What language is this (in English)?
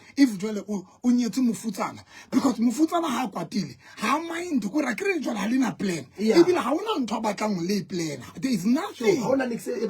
Southern Sotho